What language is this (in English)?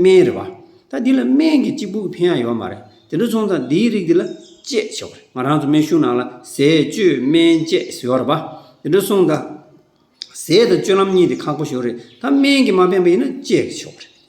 Tibetan